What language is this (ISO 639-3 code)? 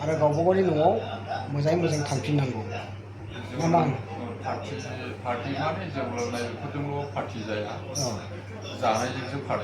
brx